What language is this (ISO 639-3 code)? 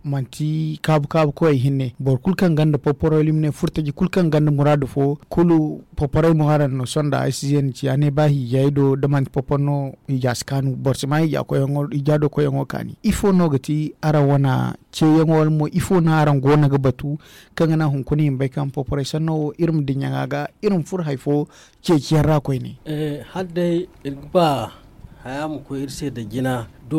dje